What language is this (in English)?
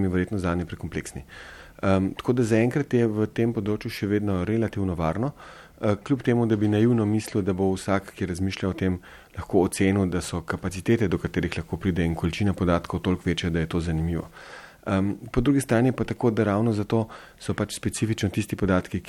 Slovenian